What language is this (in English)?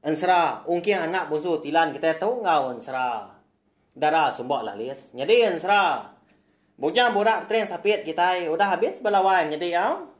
Iban